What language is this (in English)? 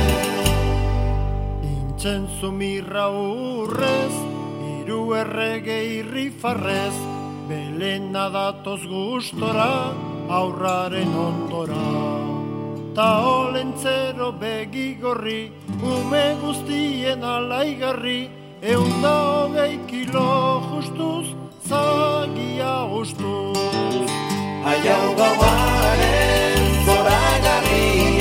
Basque